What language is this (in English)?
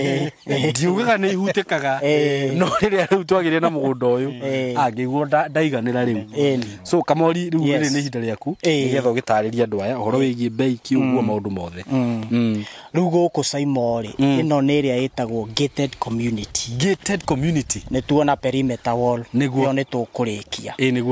Kikuyu